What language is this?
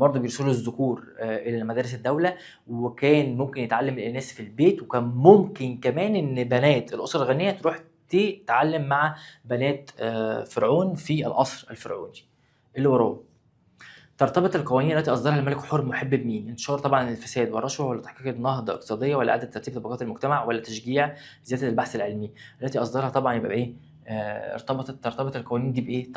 Egyptian Arabic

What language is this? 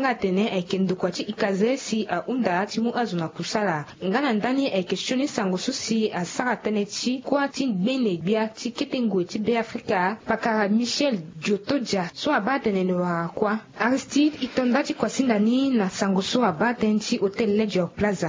Sango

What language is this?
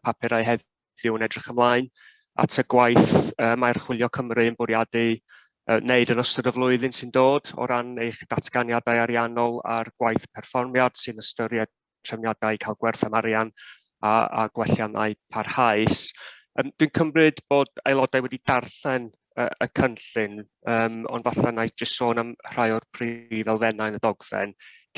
Welsh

